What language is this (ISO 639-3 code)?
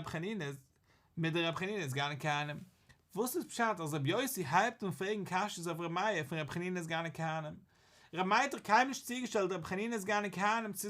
yid